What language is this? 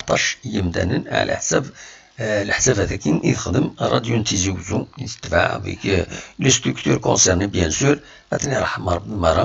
Kabyle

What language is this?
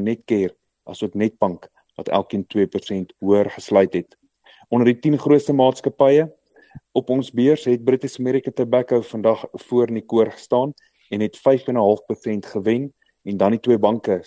Afrikaans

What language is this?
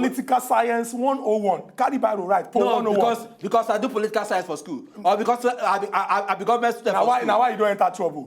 Nigerian Pidgin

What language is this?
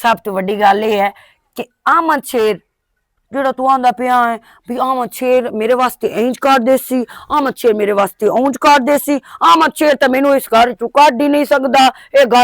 Western Panjabi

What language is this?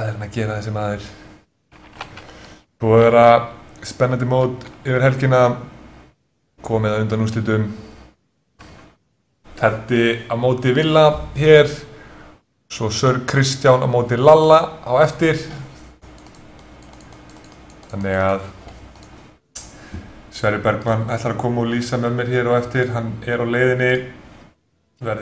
Icelandic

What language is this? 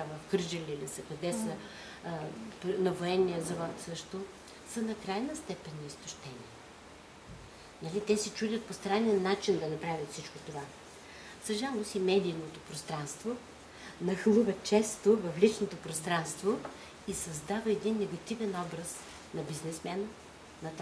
Bulgarian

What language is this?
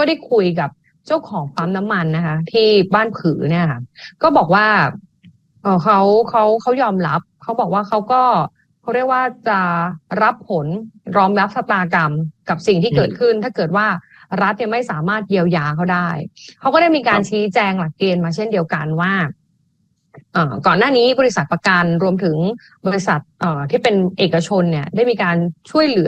Thai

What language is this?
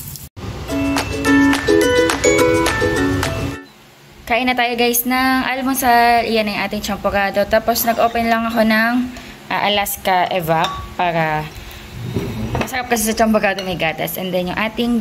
Filipino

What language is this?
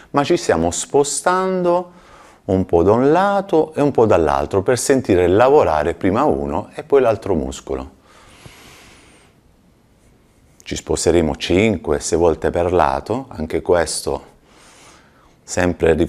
Italian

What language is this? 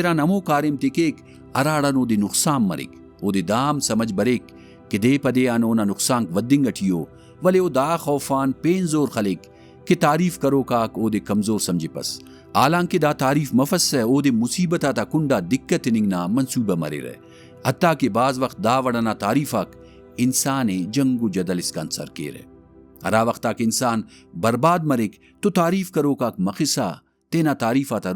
Brahui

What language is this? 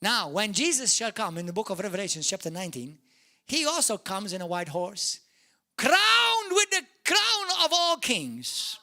English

